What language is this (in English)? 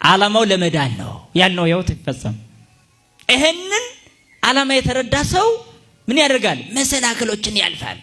Amharic